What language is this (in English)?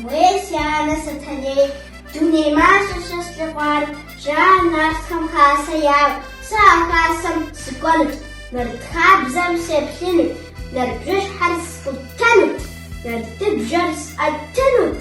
Kabardian